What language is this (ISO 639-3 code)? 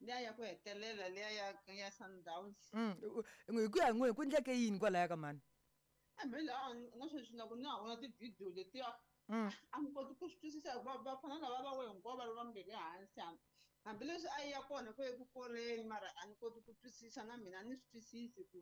tso